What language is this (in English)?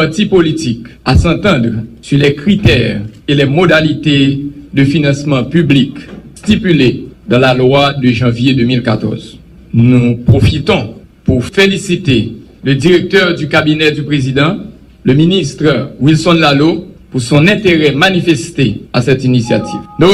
Haitian Creole